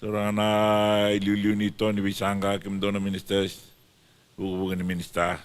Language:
Fijian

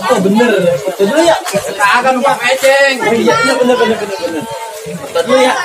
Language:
Betawi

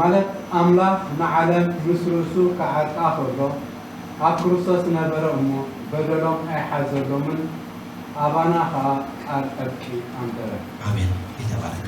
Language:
Tigrinya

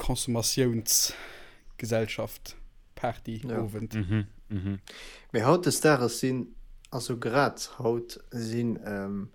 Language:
Luxembourgish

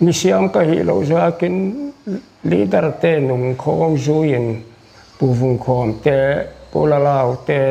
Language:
Paite Chin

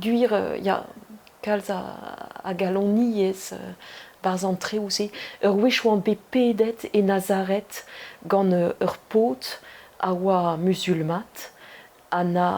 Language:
Breton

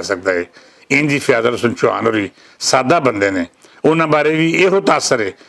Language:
Western Panjabi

